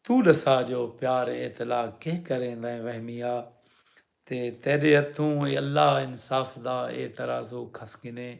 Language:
Saraiki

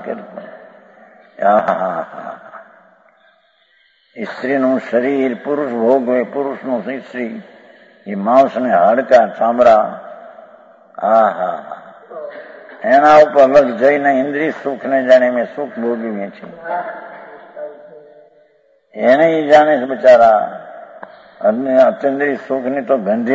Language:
Gujarati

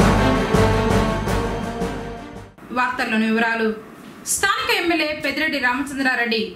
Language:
Telugu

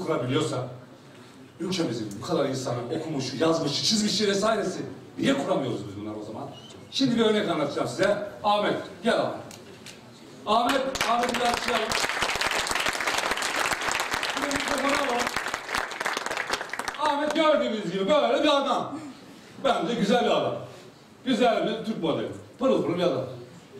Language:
Turkish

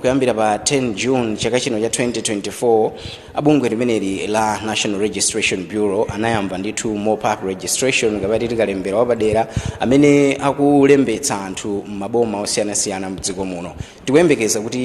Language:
Nyanja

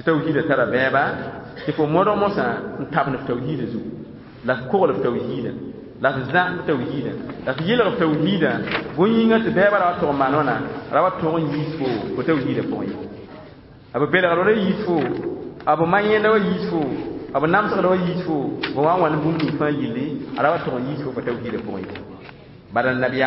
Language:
Mossi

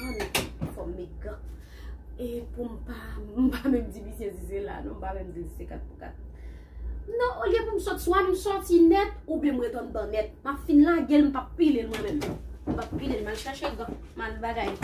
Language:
Haitian Creole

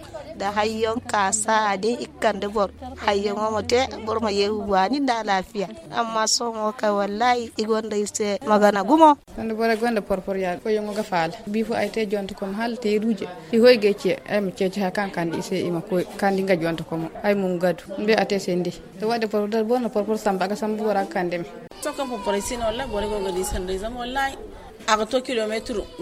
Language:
Zarma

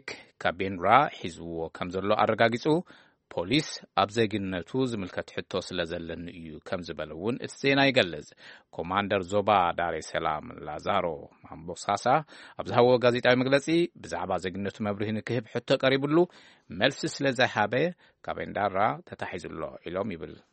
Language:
Tigrinya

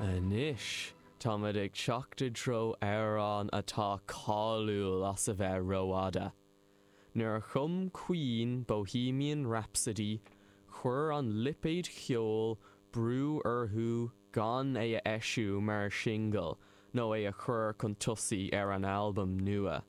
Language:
Irish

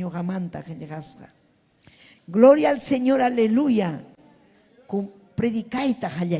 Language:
Ayacucho Quechua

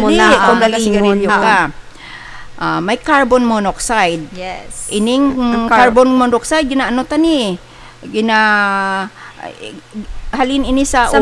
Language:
Hiligaynon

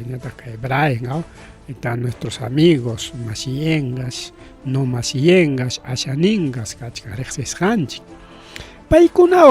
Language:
Ayacucho Quechua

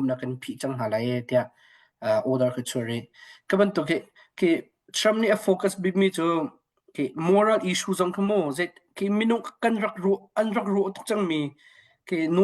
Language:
Hakha Chin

